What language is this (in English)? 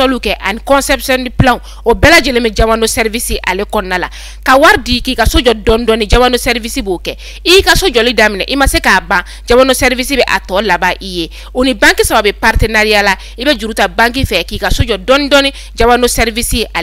Bambara